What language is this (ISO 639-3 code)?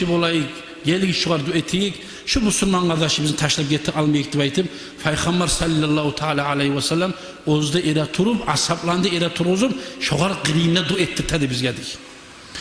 kum